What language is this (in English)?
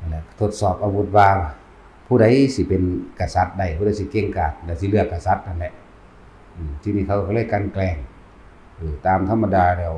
Lao